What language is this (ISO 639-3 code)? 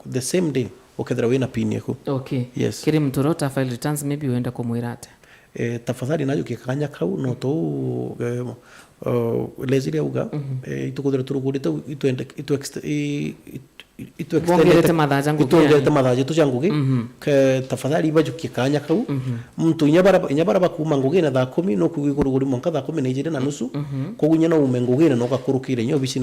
mer